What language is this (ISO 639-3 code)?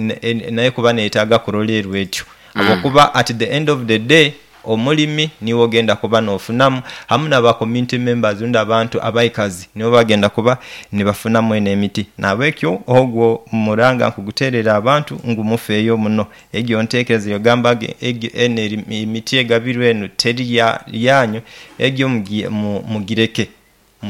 nyo